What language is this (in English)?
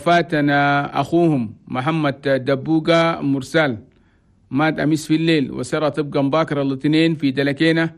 Chadian Arabic